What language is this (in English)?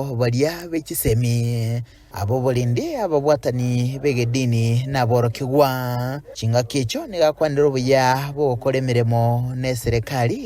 Gusii